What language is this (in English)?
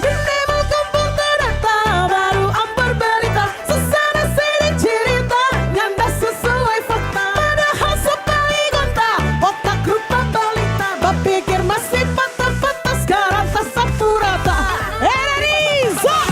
Manado Malay